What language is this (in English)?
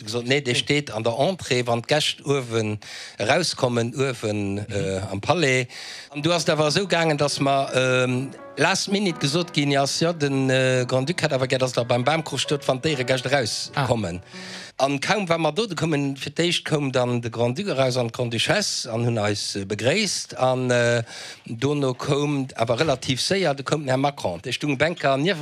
Luxembourgish